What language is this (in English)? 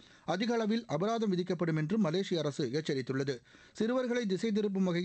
Tamil